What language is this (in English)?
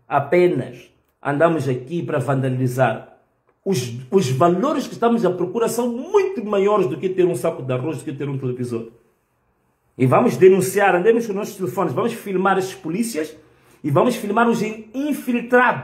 Portuguese